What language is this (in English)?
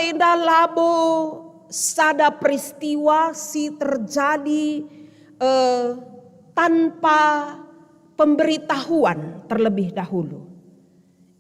Batak Karo